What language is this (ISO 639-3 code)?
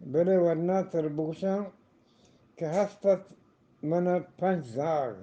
bgp